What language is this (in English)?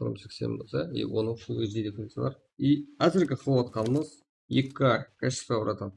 Kara-Kalpak